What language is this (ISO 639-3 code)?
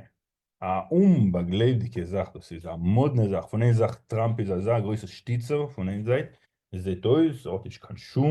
yid